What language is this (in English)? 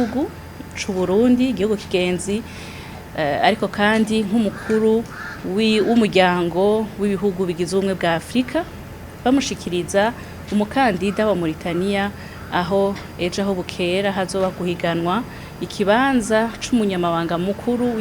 Rundi